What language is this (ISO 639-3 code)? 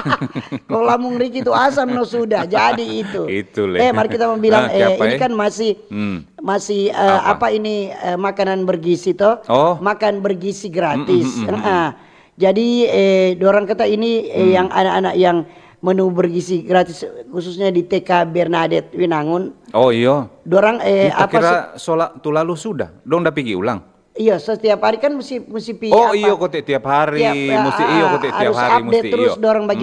xmm